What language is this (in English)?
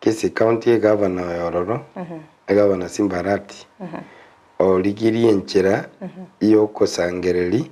Gusii